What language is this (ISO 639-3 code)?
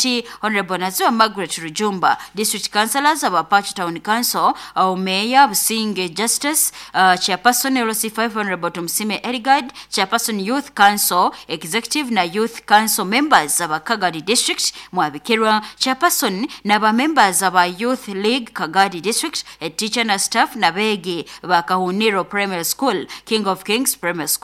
nyo